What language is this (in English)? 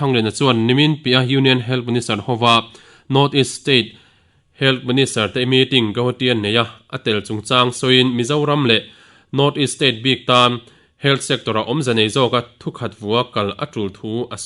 Mizo